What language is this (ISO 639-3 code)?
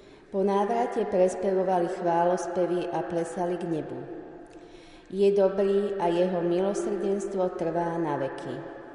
slk